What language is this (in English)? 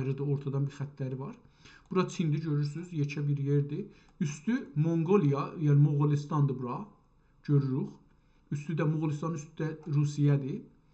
South Azerbaijani